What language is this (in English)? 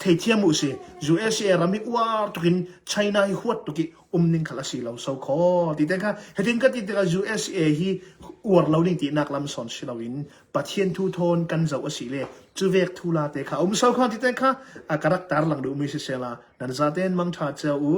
Hakha Chin